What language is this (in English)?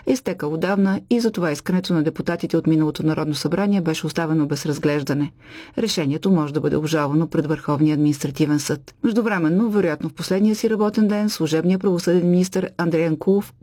Bulgarian